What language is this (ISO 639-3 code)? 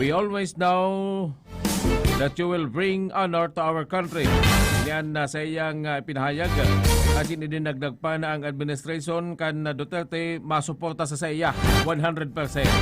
bik